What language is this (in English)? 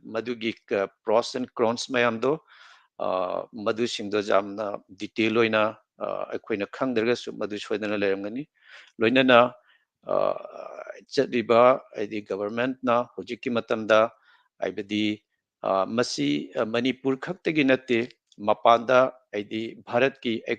Manipuri